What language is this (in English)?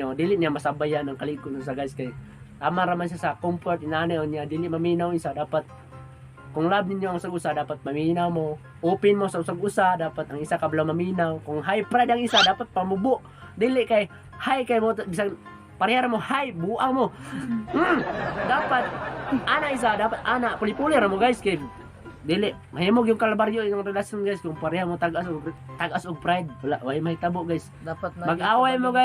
Cebuano